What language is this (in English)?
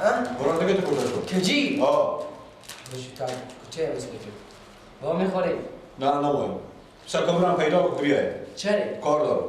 Persian